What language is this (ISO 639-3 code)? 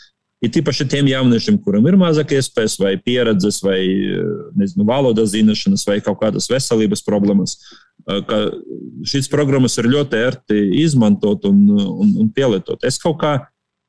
lav